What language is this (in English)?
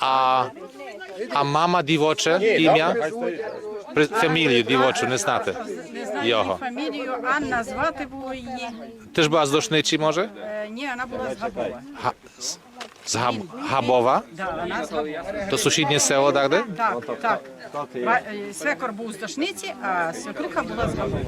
Rusyn